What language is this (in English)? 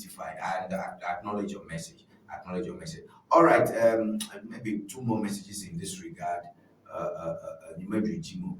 Ewe